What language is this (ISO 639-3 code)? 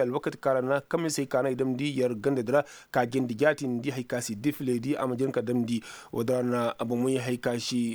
ses